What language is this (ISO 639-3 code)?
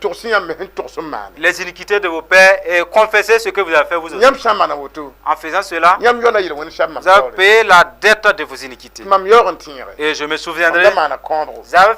mos